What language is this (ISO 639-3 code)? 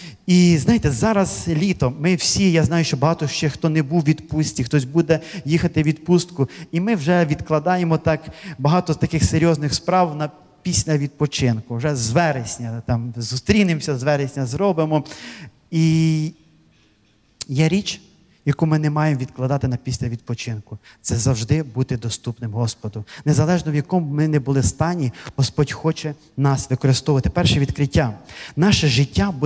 ukr